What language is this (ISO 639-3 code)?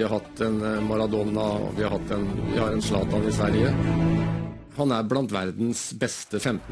nor